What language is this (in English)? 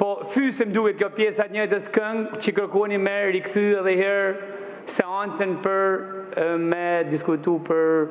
Albanian